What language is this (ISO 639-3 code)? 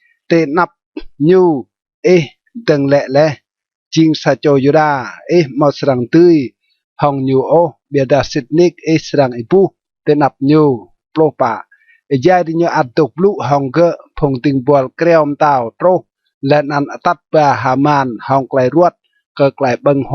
rad